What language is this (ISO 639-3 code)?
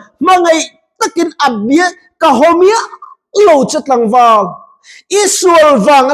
lus